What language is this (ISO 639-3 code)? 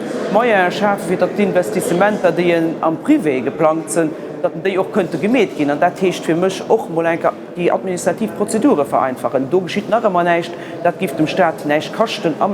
ltz